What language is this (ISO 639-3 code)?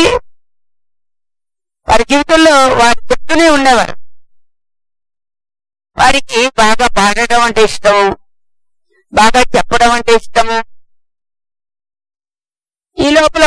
tel